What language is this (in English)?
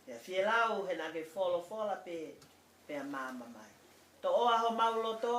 Tongan